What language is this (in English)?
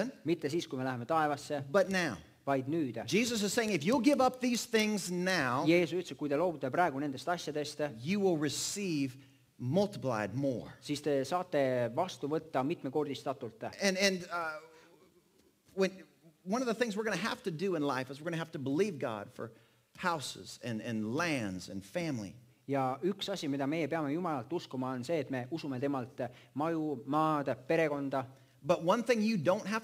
Estonian